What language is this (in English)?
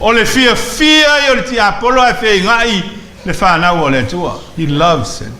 Samoan